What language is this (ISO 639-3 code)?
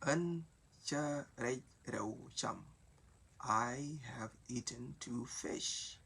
nus